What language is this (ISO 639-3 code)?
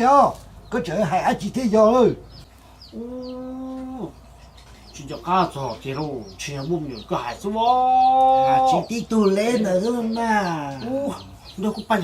hmn